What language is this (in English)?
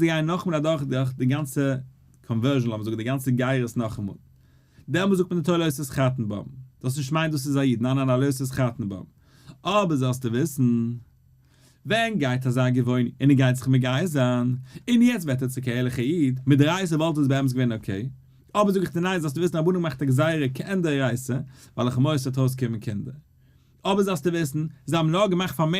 Yiddish